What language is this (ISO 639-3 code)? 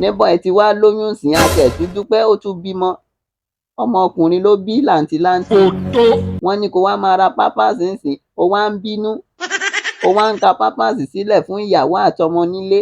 yor